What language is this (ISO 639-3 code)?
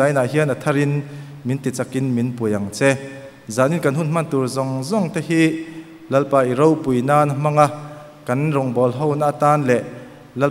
lus